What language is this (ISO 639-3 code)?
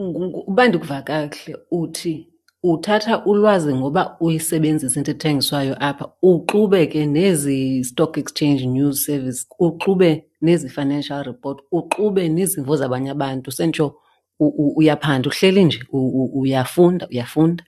xho